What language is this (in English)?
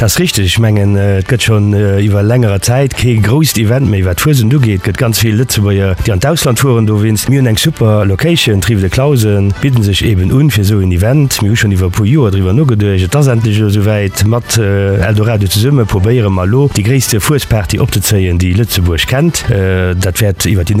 Luxembourgish